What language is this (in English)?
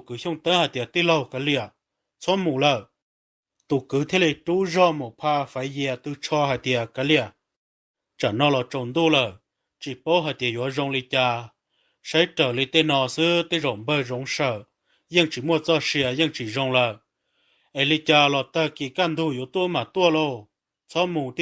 Hmong